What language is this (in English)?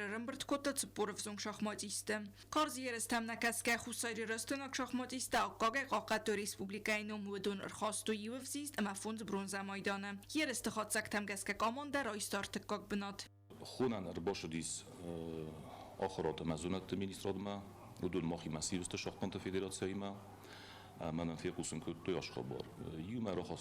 Ossetic